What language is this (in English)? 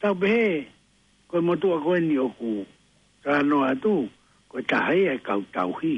Tongan